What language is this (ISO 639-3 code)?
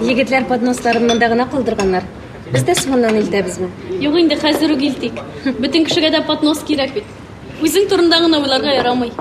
tat